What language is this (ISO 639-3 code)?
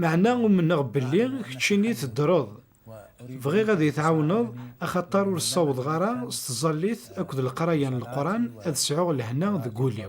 kab